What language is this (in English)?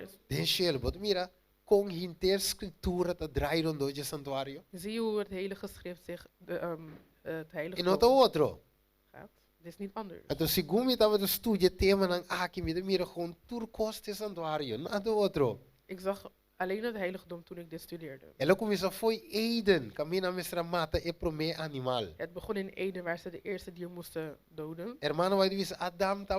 Papiamento